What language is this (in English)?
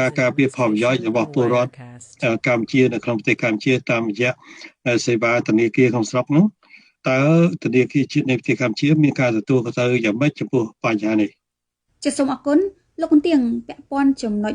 Khmer